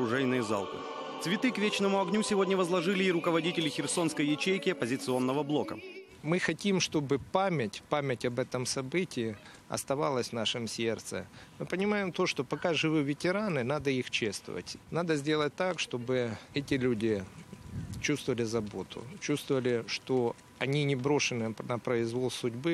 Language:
Russian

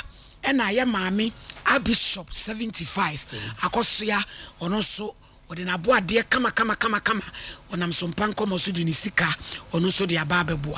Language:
Akan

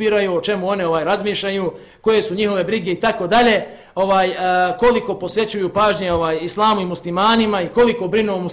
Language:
Bosnian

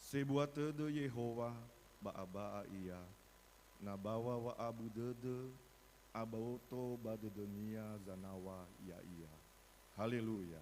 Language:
Nias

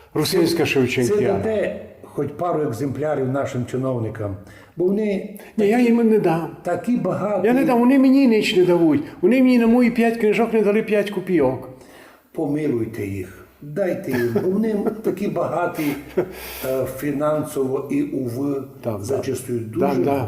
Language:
Rusyn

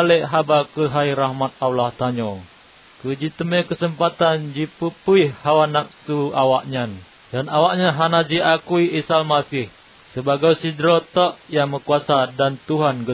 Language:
Achinese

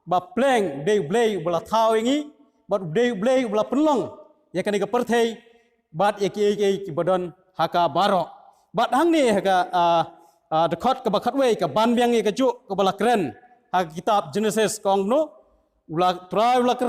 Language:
Khasi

